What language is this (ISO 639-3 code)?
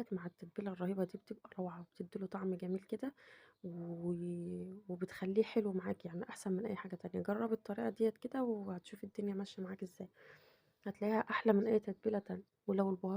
arz